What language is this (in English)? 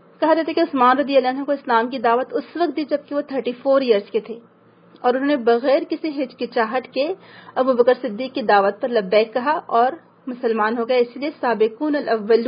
Urdu